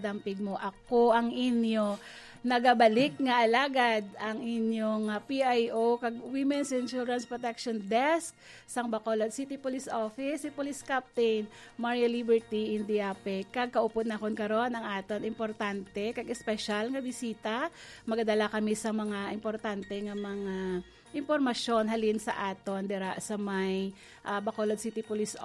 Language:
Hiligaynon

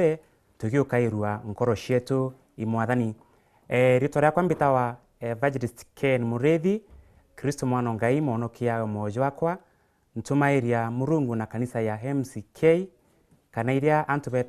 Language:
Meru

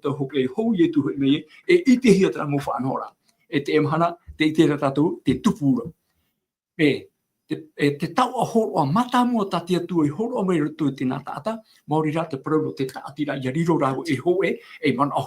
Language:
Tahitian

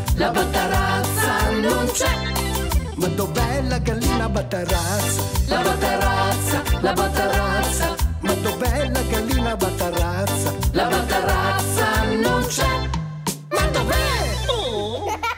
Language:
Italian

